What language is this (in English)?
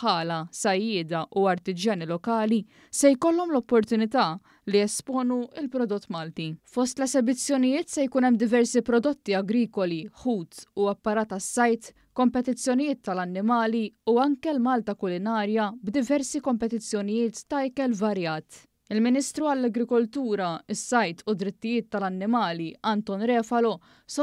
Maltese